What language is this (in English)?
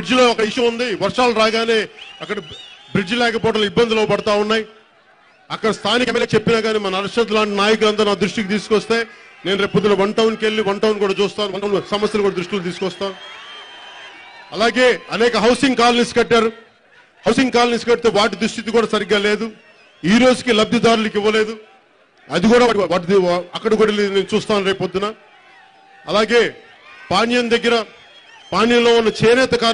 Telugu